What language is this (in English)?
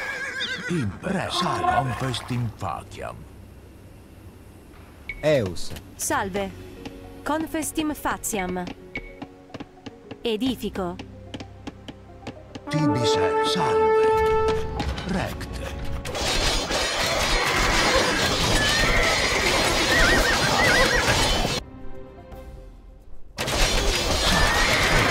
Latin